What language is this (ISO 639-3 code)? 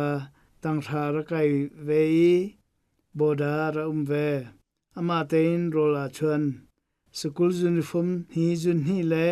cnh